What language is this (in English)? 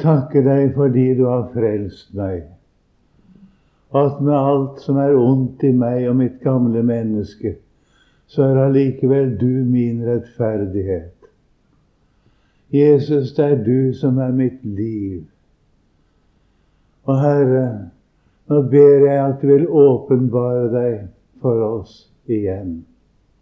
Norwegian